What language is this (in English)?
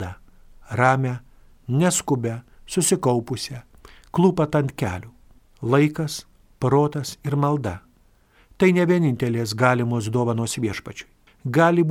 Lithuanian